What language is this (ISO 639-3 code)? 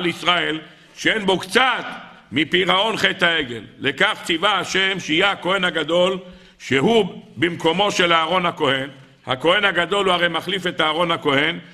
heb